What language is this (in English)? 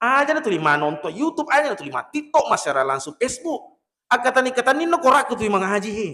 Buginese